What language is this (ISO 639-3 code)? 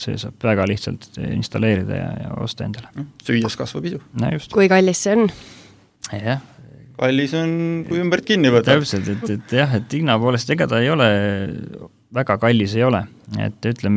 est